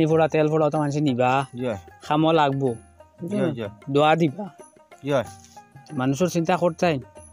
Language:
Sylheti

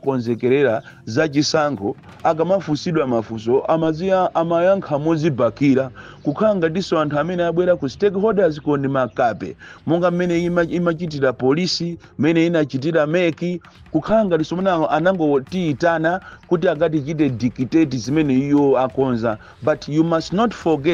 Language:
Nyanja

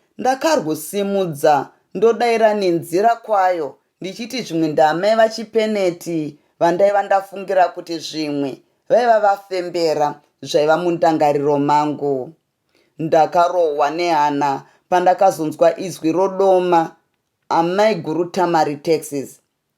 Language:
Shona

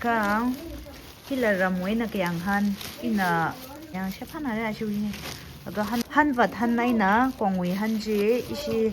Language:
Tangkhul Naga (India)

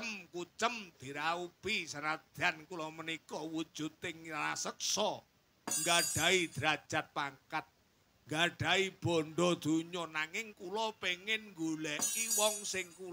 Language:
Javanese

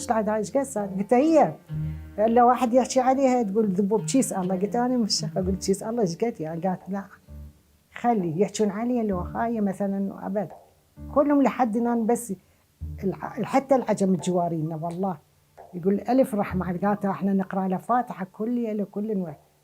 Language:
Mesopotamian Arabic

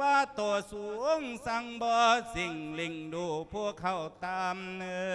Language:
Lao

